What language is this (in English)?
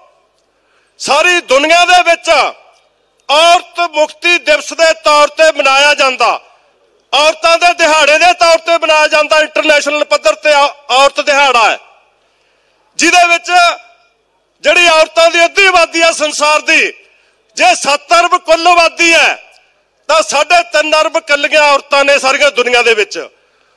Punjabi